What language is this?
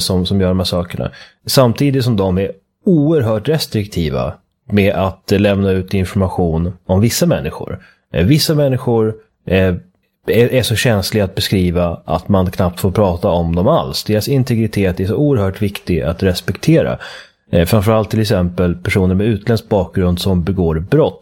Swedish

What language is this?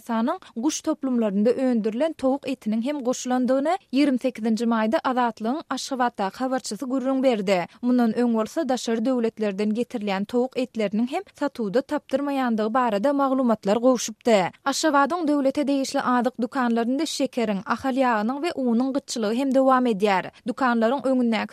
Turkmen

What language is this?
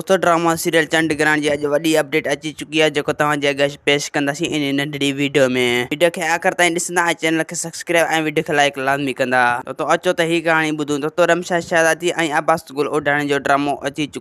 Sindhi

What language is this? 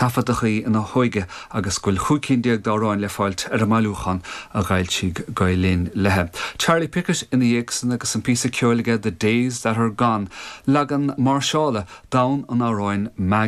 Irish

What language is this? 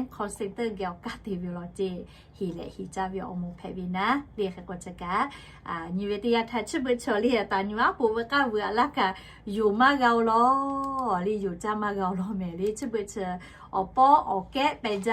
Lahu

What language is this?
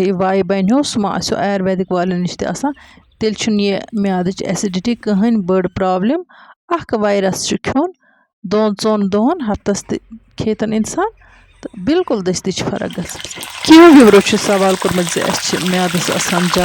Kashmiri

